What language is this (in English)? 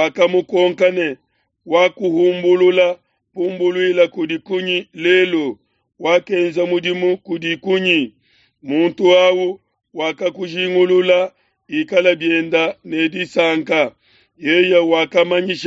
Luba-Lulua